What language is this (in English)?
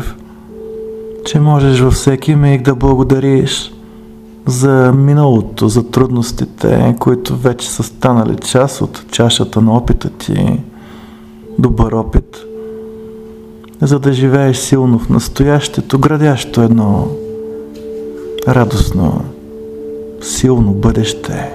Bulgarian